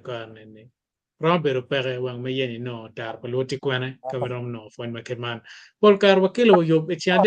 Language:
Acoli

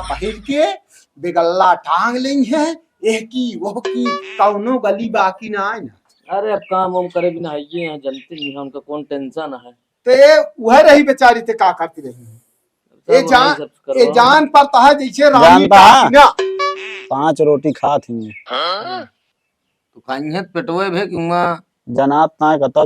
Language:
Awadhi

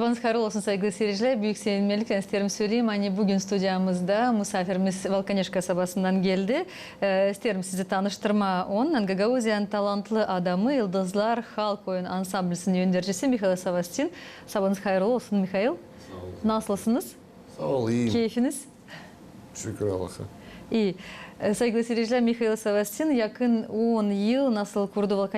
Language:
Gagauz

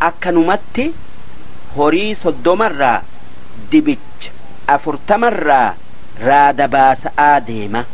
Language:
Oromo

